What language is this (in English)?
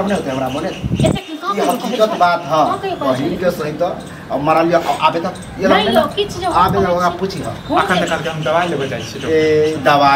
Maithili